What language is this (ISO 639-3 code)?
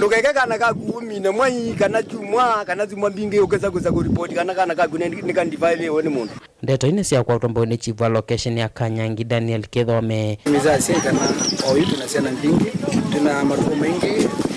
kam